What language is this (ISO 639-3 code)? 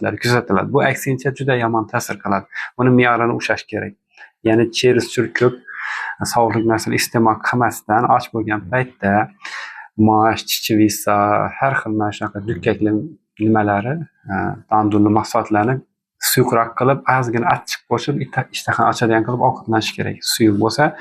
uzb